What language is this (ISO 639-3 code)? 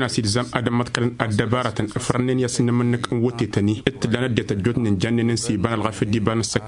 taq